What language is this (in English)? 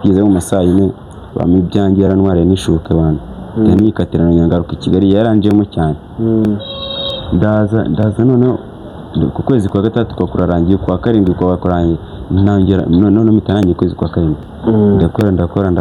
Kinyarwanda